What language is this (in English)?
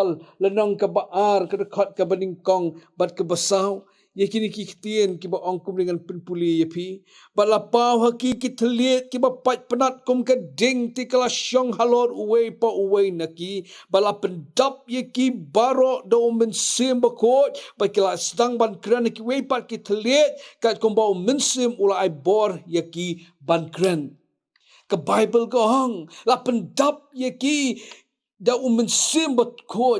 Khasi